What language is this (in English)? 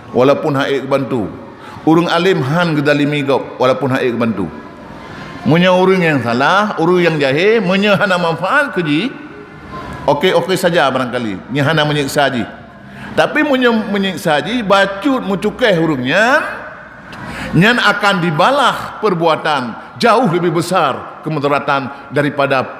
Achinese